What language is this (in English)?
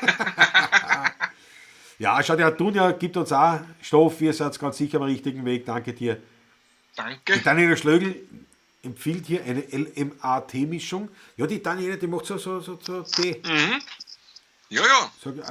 Bavarian